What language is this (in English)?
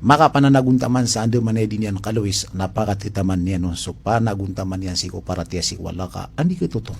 Maranao